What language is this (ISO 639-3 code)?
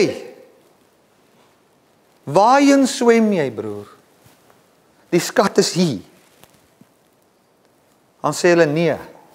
afr